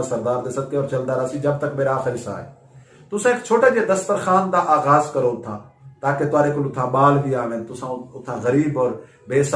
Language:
Saraiki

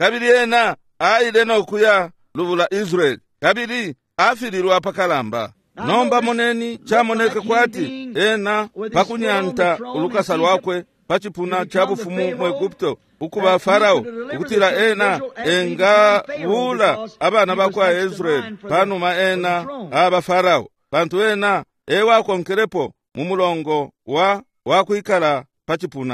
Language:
Bemba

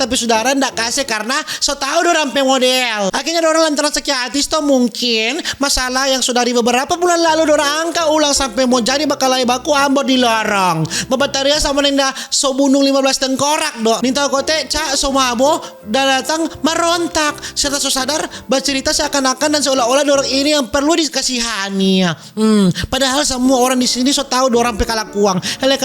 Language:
Manado Malay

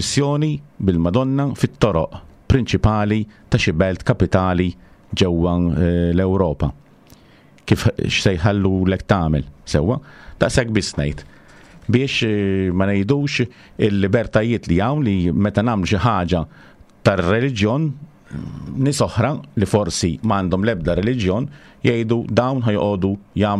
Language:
Maltese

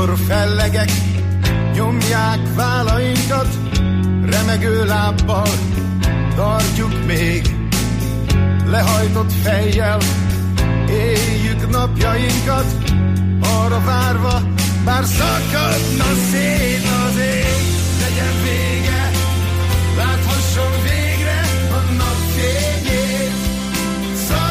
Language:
Hungarian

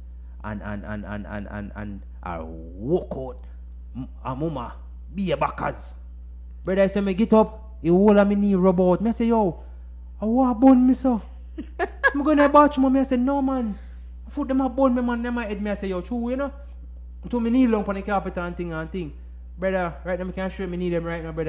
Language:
Jamaican Creole English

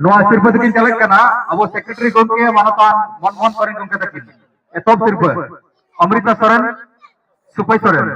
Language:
Santali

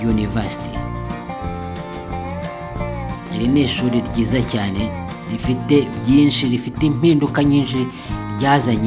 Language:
Kinyarwanda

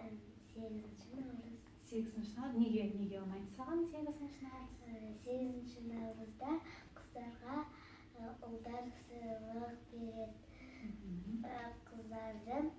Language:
Kazakh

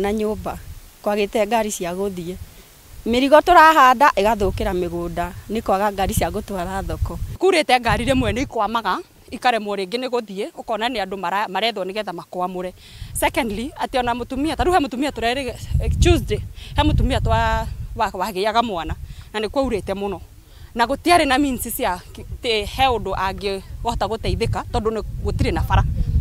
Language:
Kikuyu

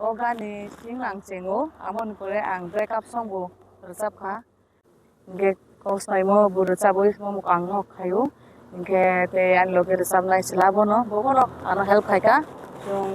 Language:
Kok Borok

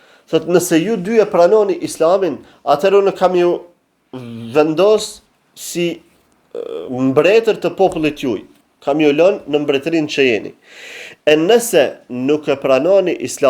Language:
Albanian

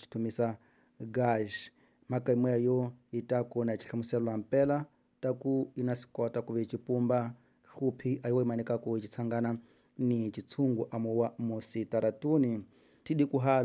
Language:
Tsonga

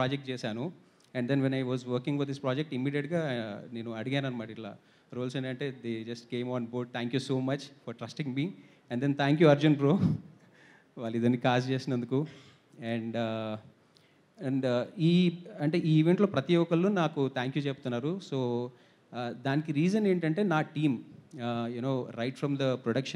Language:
Telugu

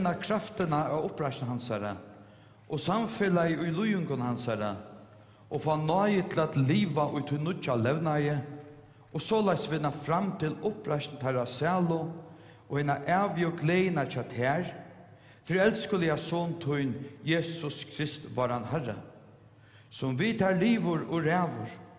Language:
Faroese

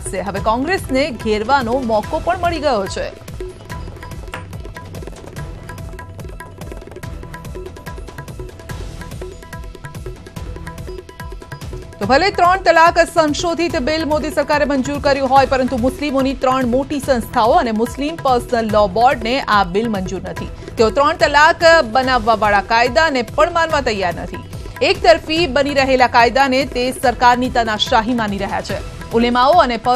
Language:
Gujarati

